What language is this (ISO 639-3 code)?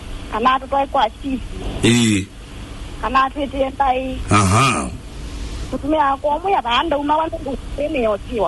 kam